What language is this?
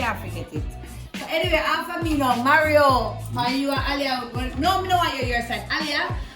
Jamaican Creole English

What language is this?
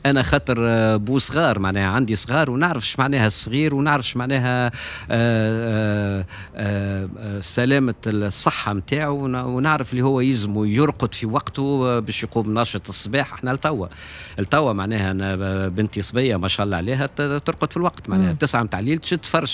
Tunisian Arabic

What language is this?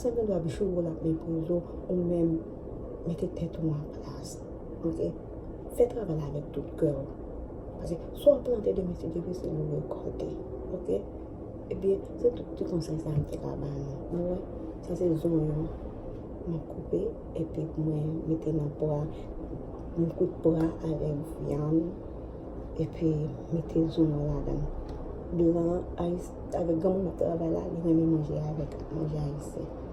Haitian Creole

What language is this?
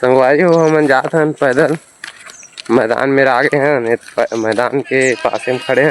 Chhattisgarhi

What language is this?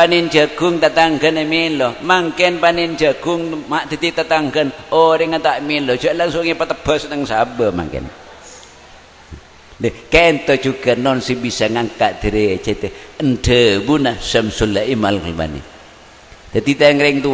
Madurese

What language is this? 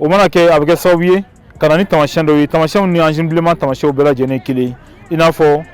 Bambara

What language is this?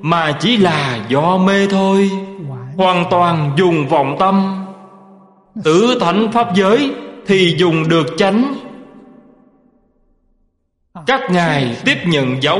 Vietnamese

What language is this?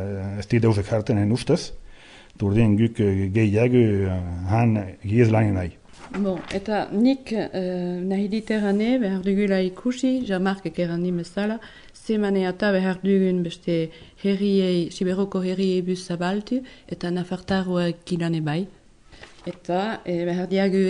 Basque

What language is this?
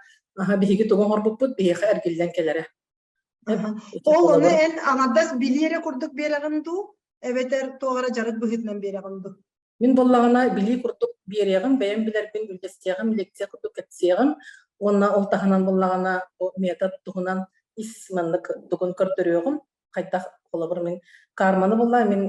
Yakut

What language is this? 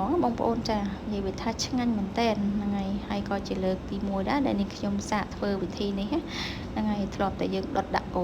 Khmer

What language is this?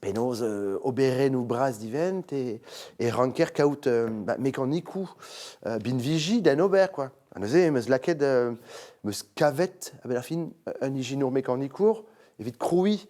Breton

